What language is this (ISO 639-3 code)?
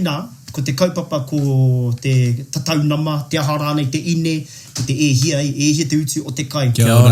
mri